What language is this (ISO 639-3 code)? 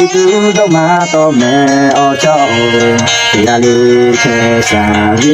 lhu